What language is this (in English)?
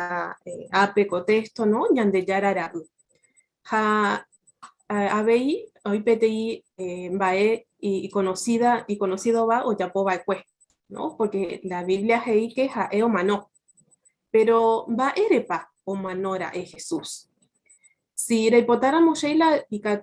Guarani